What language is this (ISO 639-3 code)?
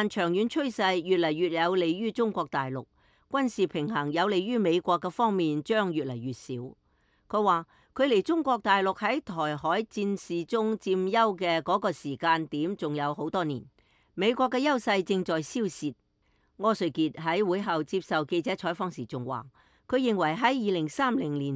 yue